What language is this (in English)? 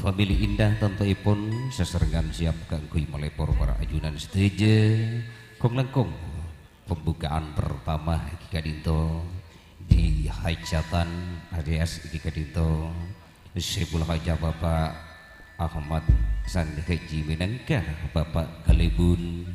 Madurese